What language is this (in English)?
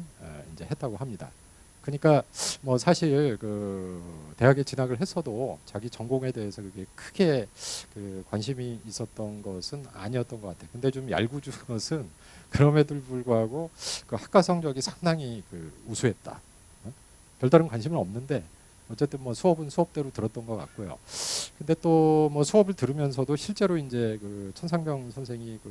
Korean